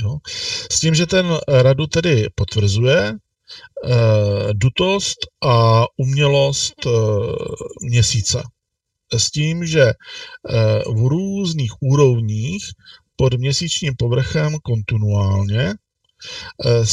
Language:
Czech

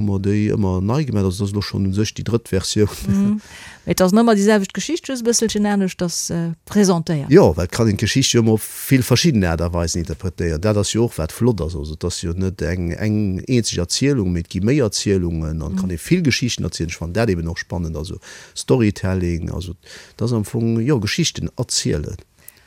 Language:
Luxembourgish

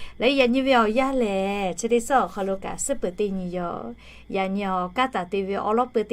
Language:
Lahu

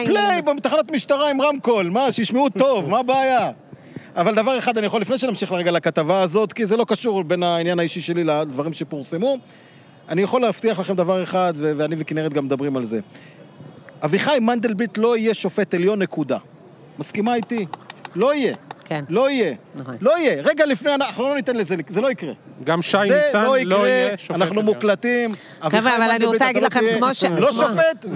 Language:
Hebrew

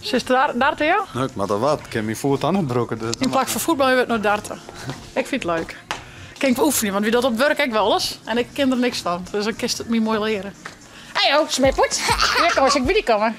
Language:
Western Frisian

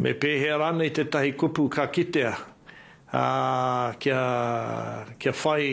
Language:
Māori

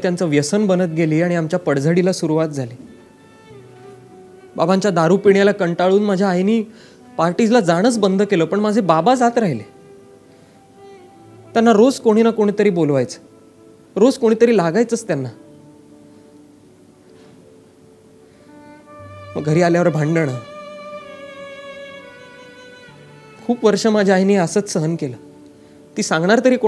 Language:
Marathi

